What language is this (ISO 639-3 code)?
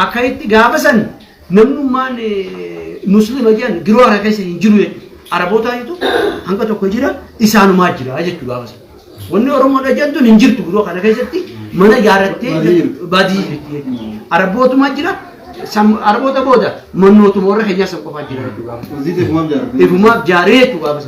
orm